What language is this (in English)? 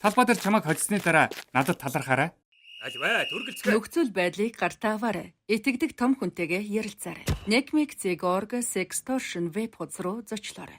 Mongolian